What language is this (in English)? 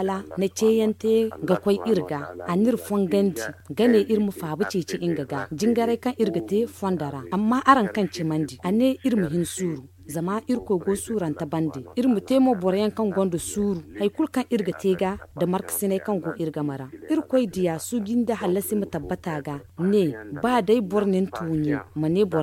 Zarma